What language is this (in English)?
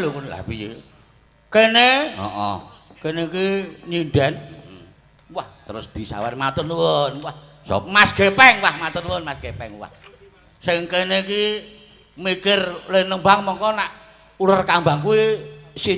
Javanese